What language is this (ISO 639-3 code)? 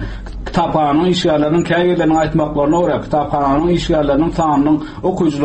tuk